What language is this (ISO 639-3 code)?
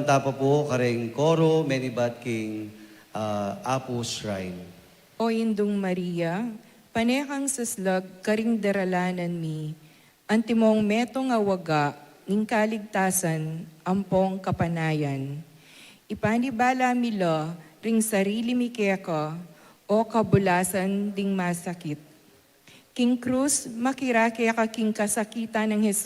pam